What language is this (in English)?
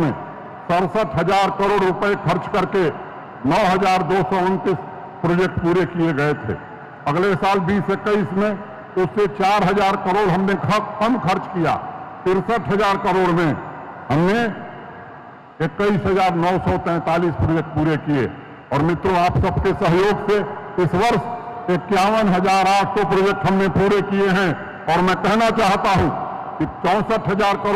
Hindi